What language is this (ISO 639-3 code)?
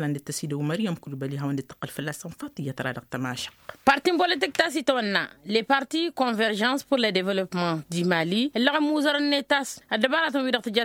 taq